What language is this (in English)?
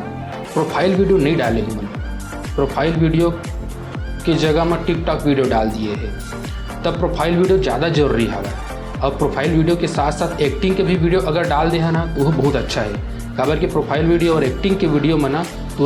Chhattisgarhi